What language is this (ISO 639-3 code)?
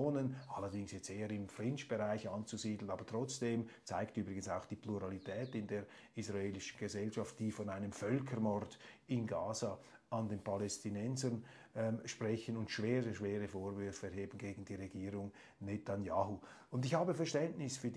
deu